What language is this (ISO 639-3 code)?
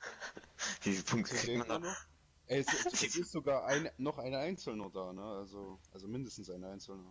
bar